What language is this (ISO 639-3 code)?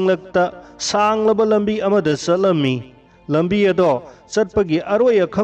mni